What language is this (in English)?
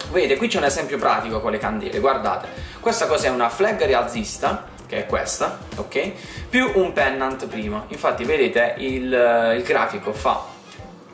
Italian